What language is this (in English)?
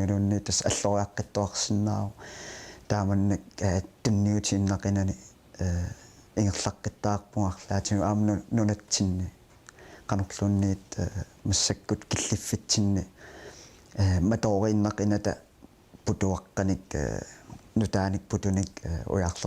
Kalaallisut